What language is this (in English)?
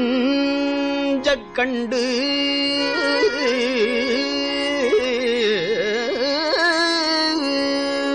Tamil